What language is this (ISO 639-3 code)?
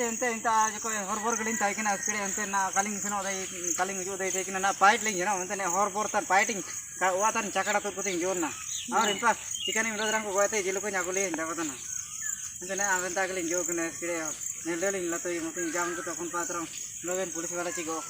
hoc